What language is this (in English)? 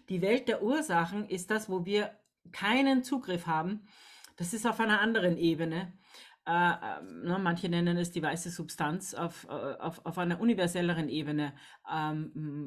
German